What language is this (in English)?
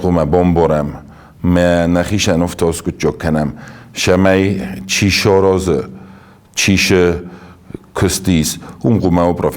Ossetic